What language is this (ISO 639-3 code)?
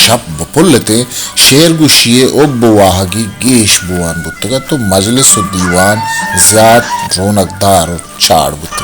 bal